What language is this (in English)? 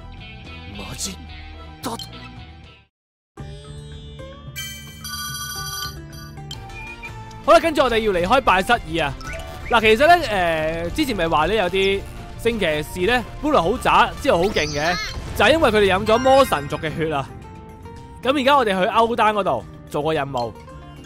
Cantonese